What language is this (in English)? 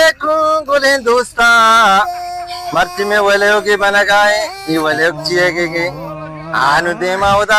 Baluchi